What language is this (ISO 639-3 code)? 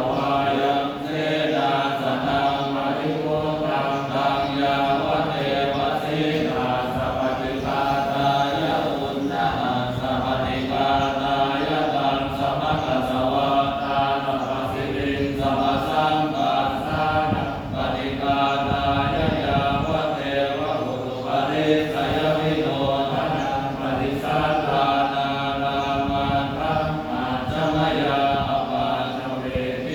pli